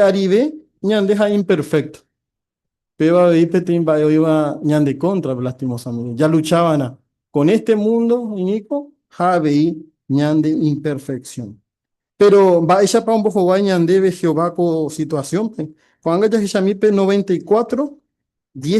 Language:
Guarani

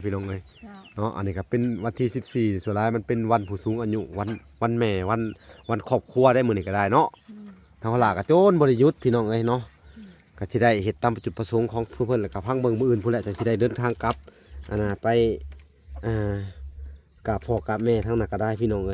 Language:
Lao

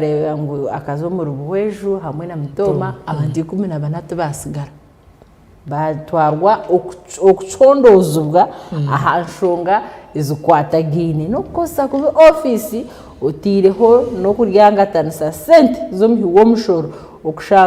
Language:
Nyankole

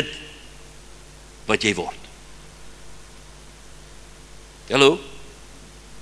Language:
Afrikaans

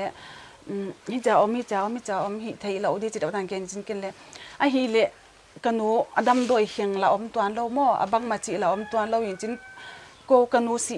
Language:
Paite Chin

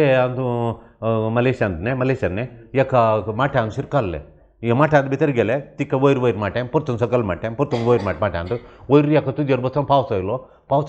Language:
Konkani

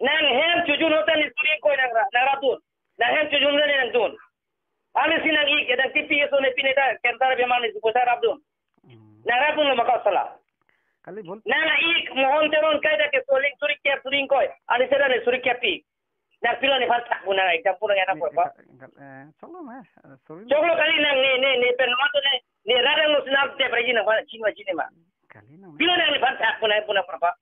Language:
Karbi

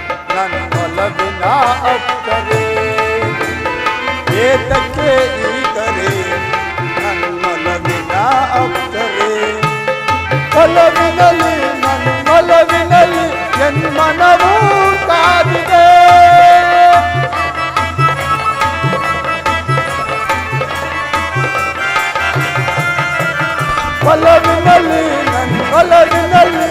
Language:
Kannada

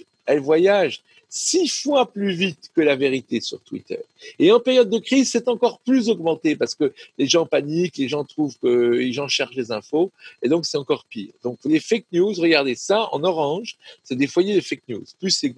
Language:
French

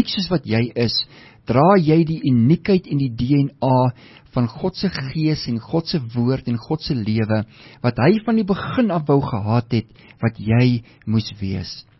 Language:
Afrikaans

